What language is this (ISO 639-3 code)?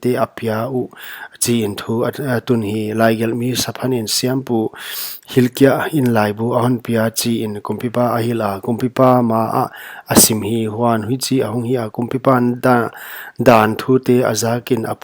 pck